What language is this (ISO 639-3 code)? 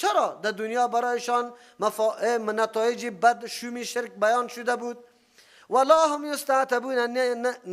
fas